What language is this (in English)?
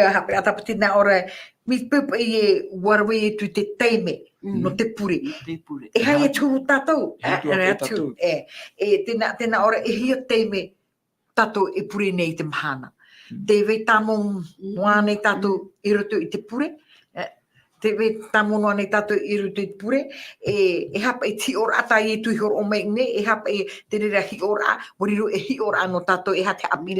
Tahitian